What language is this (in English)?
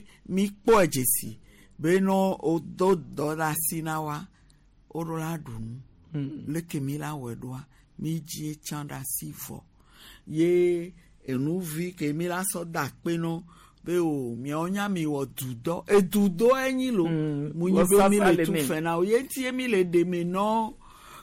Gen